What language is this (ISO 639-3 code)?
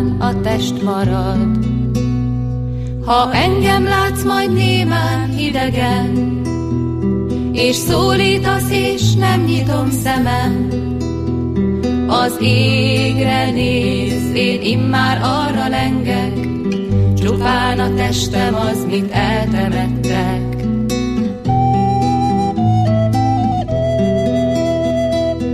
hun